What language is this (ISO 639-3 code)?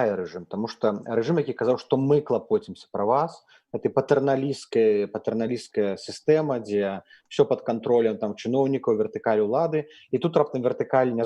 bel